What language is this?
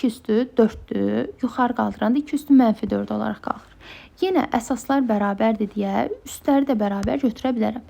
Azerbaijani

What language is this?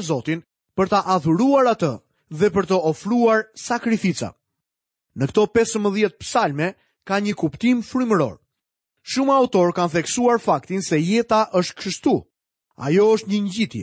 Albanian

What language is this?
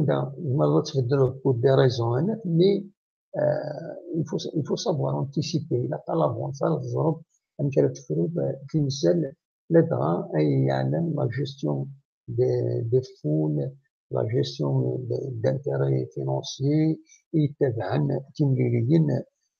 Kabyle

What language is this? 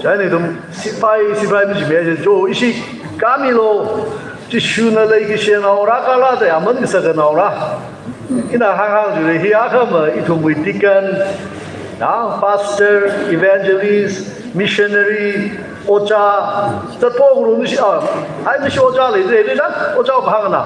Tangkhul Naga (India)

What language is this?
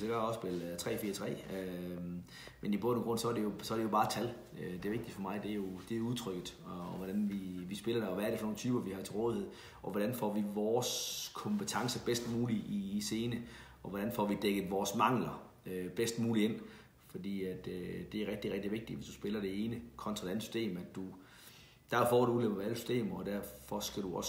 Danish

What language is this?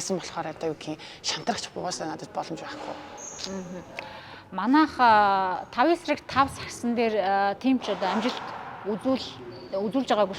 Mongolian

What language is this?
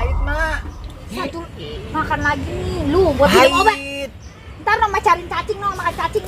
Betawi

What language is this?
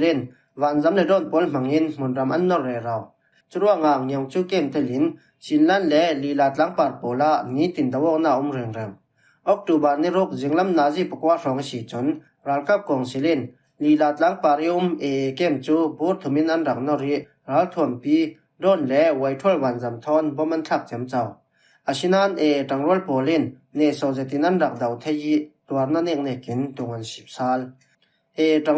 Falam Chin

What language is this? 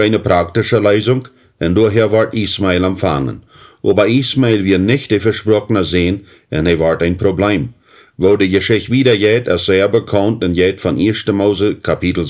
Plautdietsch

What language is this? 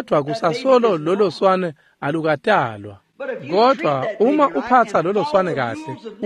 Swati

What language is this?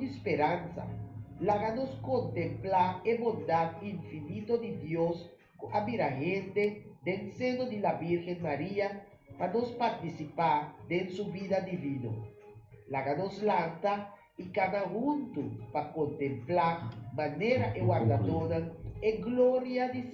Papiamento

